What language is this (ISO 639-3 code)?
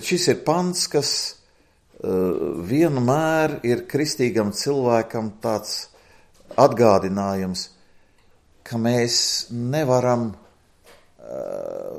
lav